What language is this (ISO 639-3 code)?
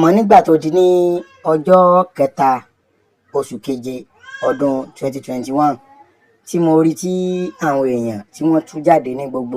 yor